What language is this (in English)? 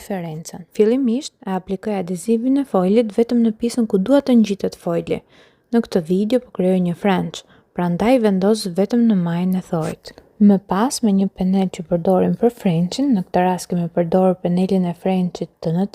Albanian